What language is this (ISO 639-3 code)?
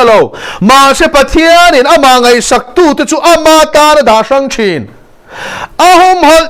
lus